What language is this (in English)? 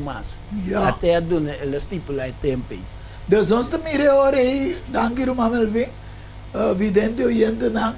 Papiamento